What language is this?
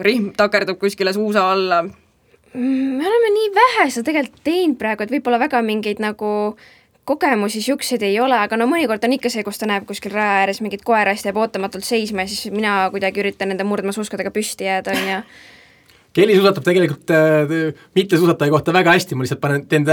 Estonian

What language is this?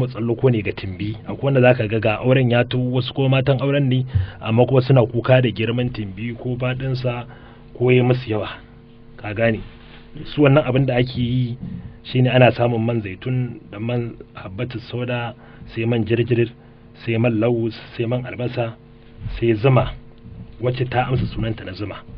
Hausa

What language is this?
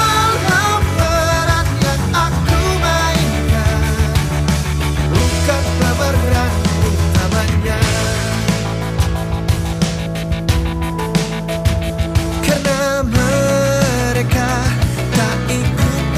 Indonesian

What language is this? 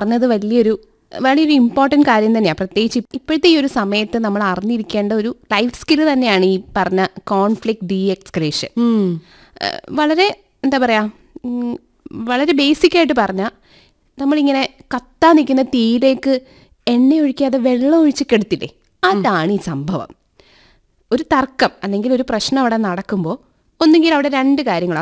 Malayalam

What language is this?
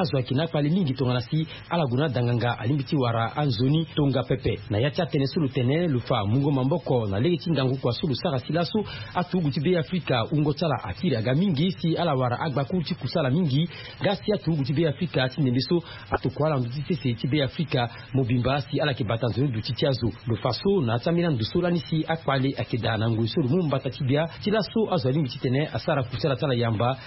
Sango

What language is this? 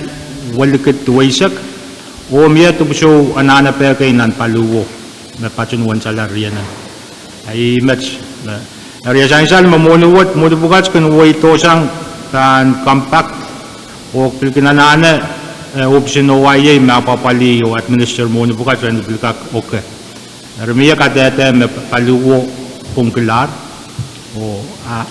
Pohnpeian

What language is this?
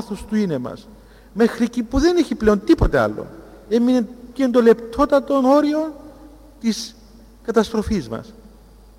Greek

